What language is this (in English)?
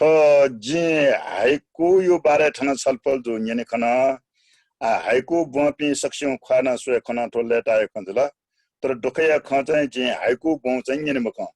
Newari